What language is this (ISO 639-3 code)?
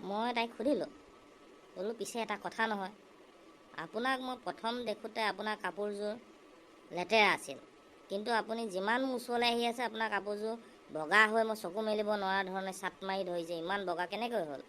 asm